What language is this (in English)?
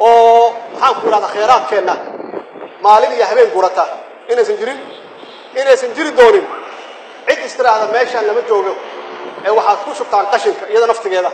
Somali